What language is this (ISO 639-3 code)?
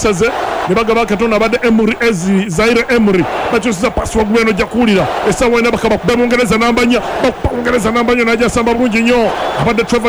lug